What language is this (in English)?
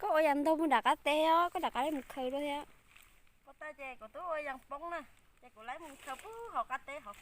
Hmong